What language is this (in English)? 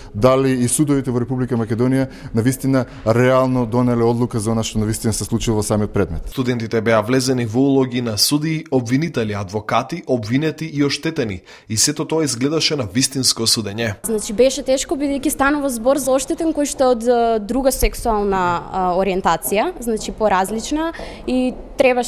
Macedonian